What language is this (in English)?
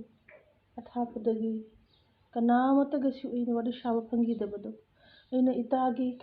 Manipuri